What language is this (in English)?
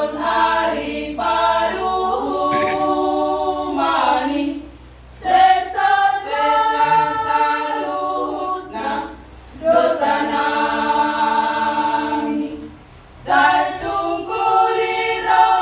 Batak Toba